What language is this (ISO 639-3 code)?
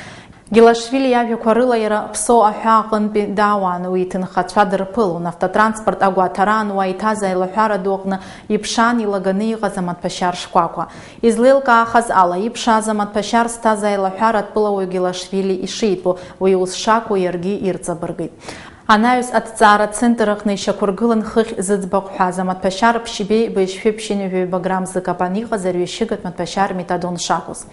abk